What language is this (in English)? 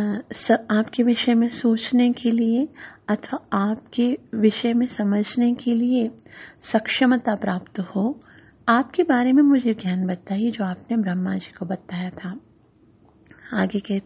Hindi